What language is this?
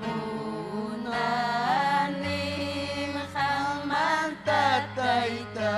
Ayacucho Quechua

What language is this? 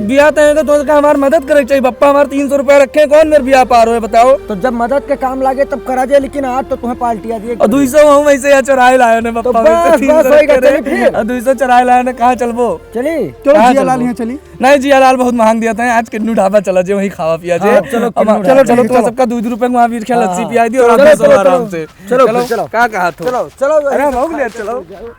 Awadhi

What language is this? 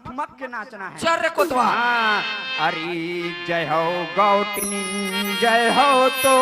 Chhattisgarhi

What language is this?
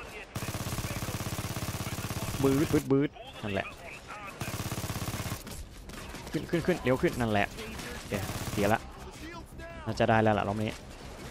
Thai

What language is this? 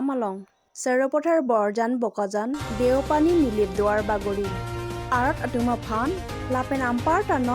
Karbi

